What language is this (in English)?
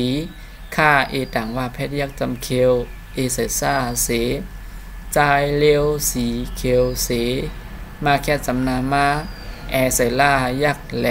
Shan